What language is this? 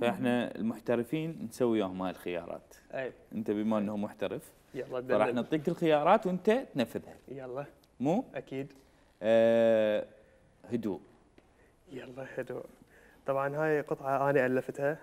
Mesopotamian Arabic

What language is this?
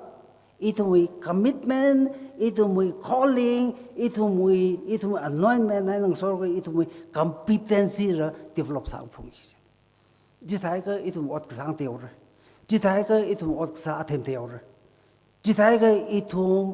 Tangkhul Naga (India)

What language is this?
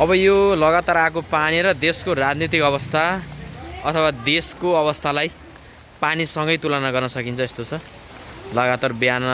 Nepali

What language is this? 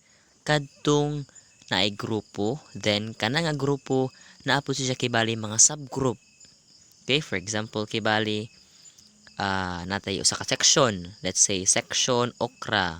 Cebuano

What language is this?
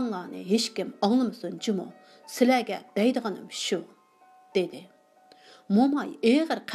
Uyghur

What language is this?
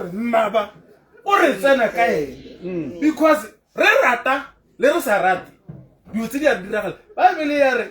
Tswana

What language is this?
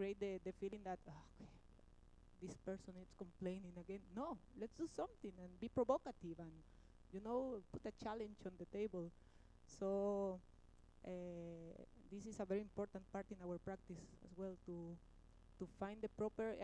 English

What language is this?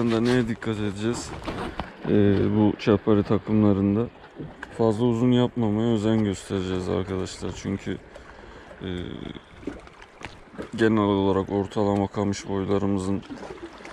Turkish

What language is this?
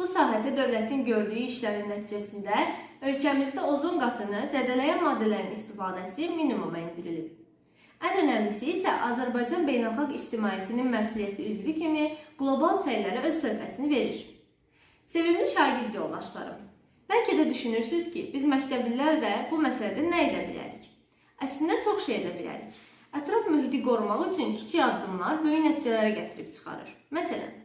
Azerbaijani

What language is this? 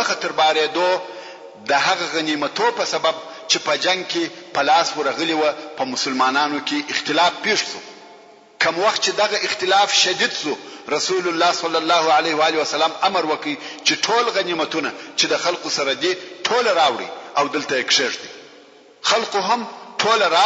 Pashto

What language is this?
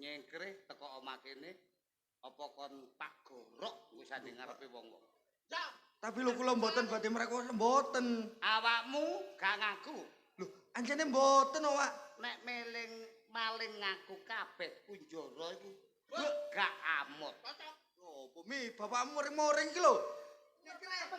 Javanese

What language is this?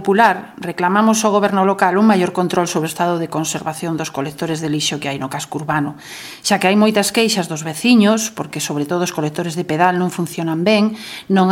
Galician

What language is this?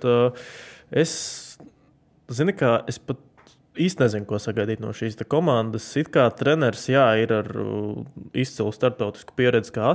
Latvian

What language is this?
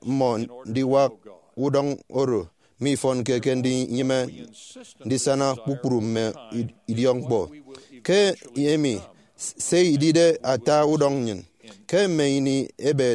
Efik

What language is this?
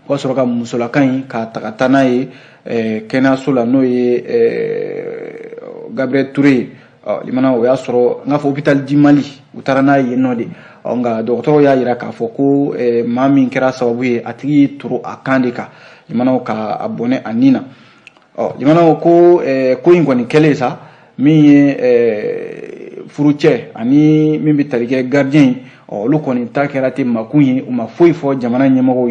Bambara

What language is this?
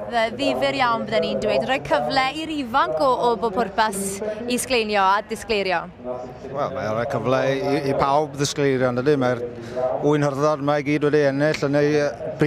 Welsh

